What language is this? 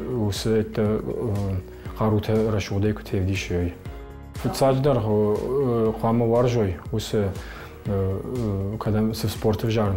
Ossetic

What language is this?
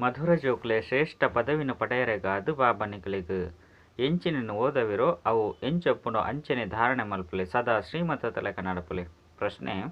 Tulu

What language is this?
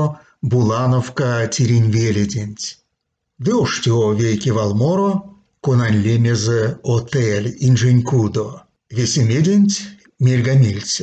Erzya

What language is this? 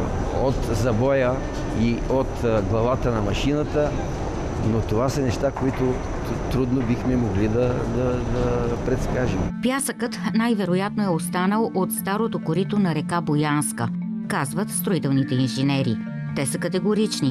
Bulgarian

